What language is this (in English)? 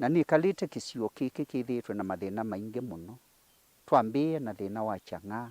Kamba